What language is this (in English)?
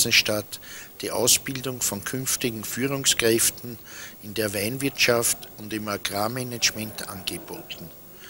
German